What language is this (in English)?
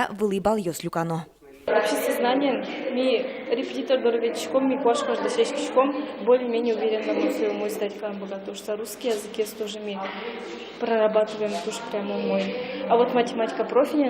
Udmurt